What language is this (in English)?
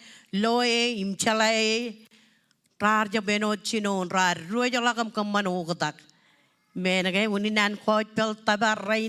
Marshallese